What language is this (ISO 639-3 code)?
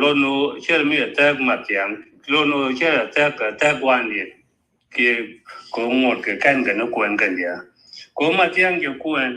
nus